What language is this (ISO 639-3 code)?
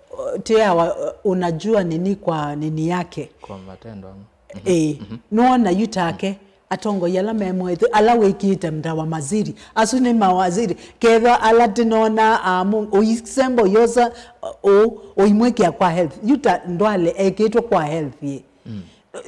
kam